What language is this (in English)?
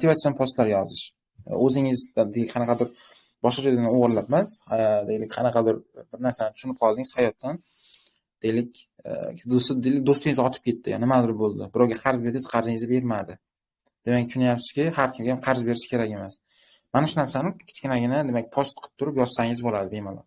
Uzbek